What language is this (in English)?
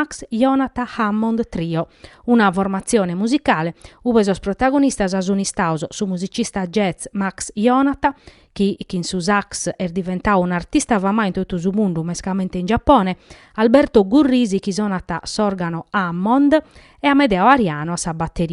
Sardinian